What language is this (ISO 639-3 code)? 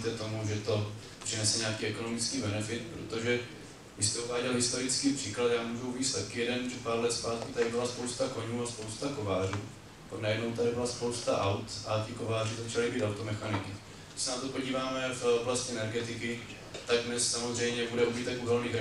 ces